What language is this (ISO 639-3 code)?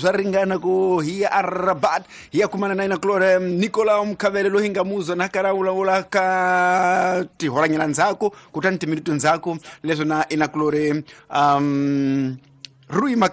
tso